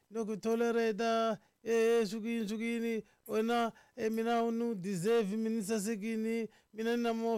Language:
Tsonga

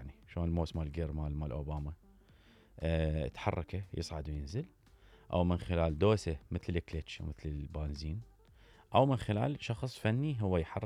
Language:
Mesopotamian Arabic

